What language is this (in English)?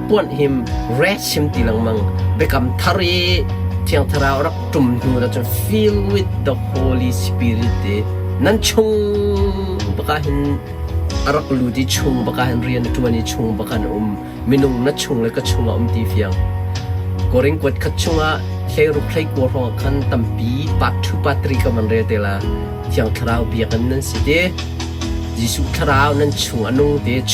Hakha Chin